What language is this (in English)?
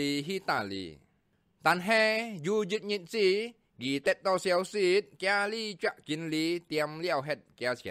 Hakka Chinese